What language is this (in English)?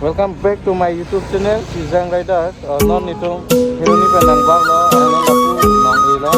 Karbi